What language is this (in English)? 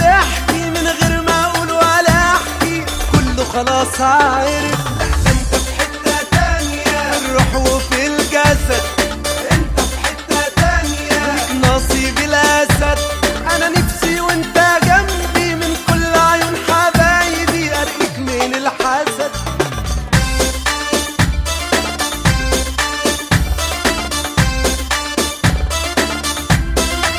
Egyptian Arabic